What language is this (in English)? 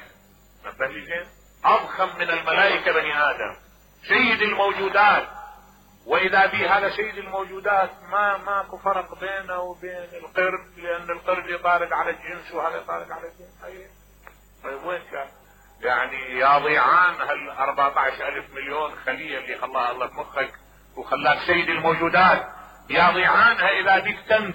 Mesopotamian Arabic